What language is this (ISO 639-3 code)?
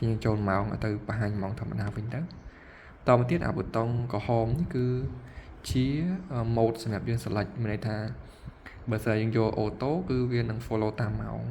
khm